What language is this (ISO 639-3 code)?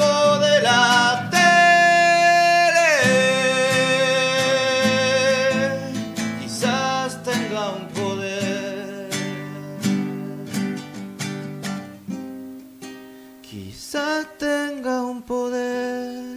spa